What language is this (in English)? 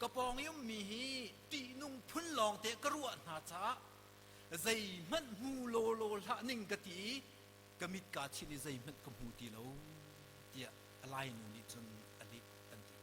Hakha Chin